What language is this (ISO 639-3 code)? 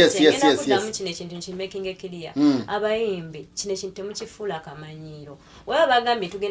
lug